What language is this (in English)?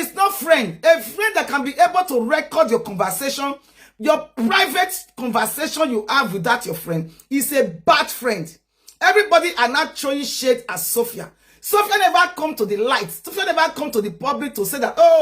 Nigerian Pidgin